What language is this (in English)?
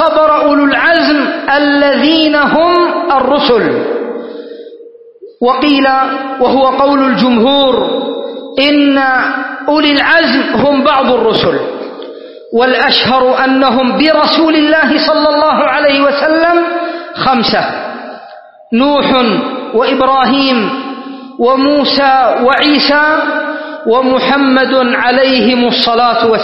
Arabic